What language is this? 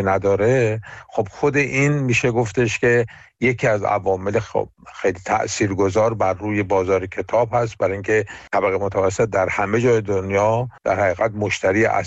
Persian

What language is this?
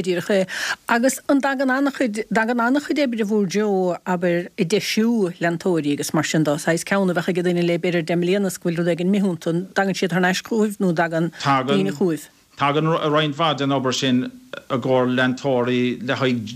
Irish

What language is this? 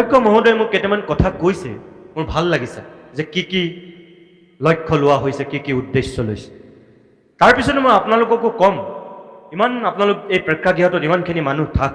Assamese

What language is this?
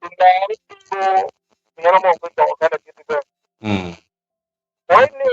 Acoli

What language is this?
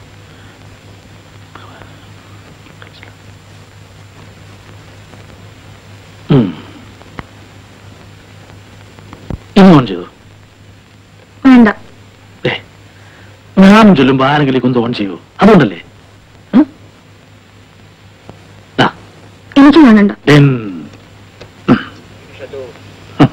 Malayalam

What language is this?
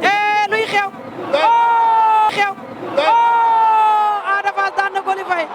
Wolof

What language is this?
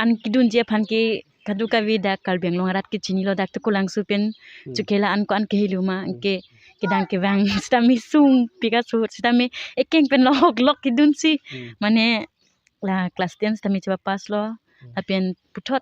Karbi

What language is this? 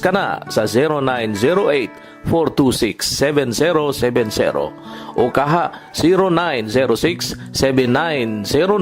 Cebuano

